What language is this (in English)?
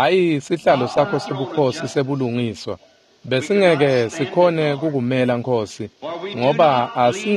Swati